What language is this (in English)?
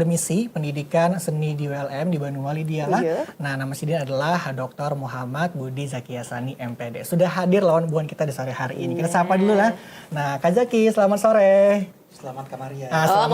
Banjar